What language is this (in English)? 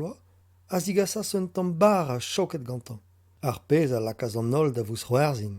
Breton